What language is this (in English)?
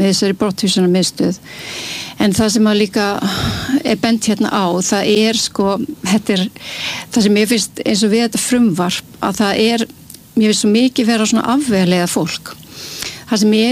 Icelandic